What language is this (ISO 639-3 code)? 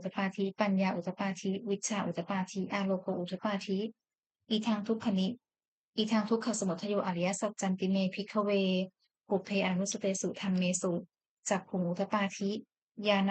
pli